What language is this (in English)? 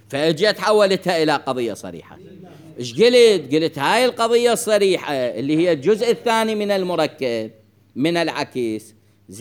Mesopotamian Arabic